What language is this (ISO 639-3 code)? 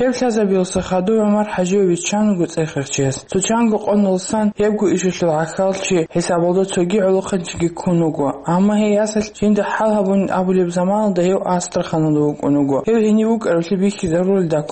ava